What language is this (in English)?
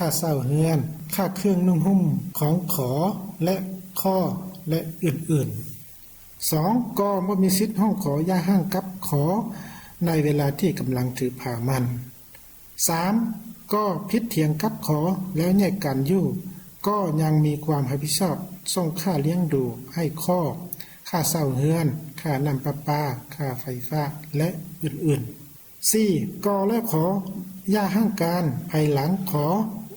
Lao